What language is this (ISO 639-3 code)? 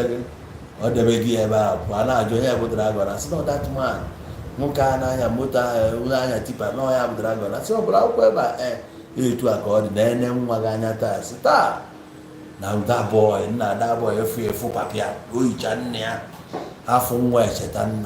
ibo